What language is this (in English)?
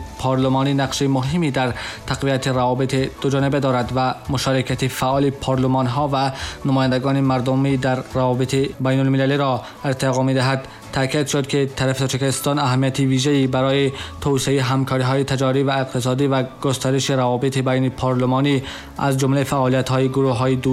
Tajik